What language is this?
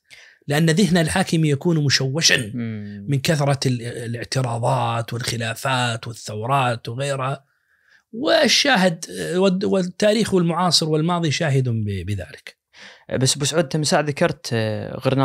Najdi Arabic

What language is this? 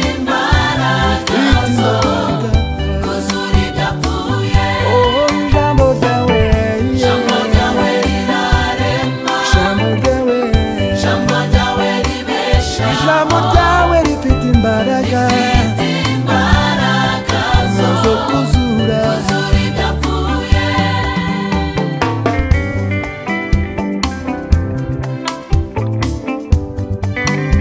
Kinyarwanda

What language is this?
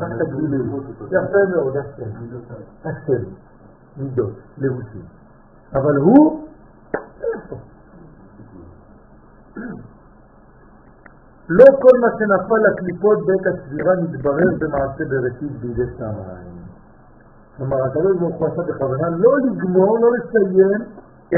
Hebrew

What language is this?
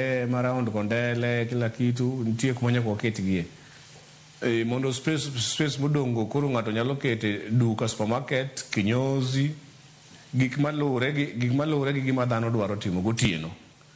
Luo (Kenya and Tanzania)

